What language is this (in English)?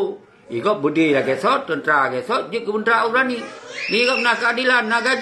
Achinese